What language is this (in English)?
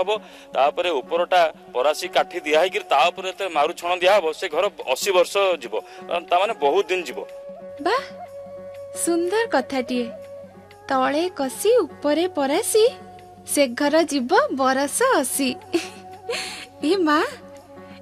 Odia